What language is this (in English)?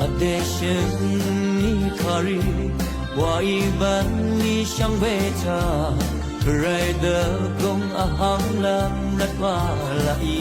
Rawang